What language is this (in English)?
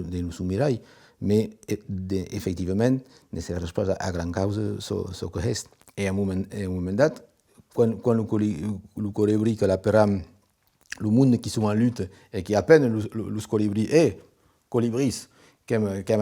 Occitan